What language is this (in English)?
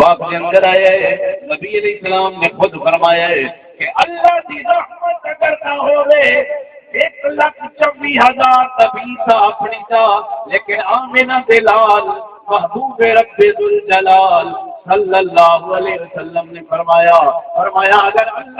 Saraiki